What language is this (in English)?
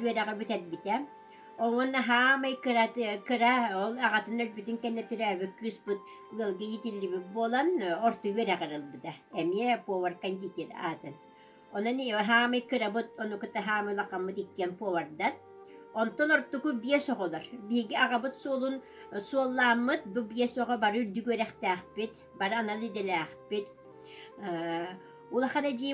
Yakut